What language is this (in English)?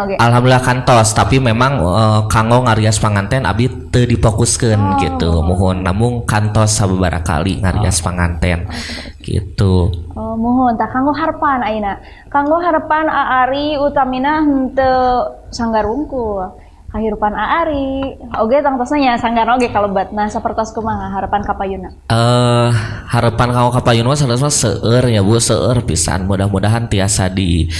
Sundanese